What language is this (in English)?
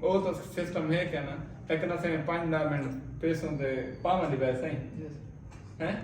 Saraiki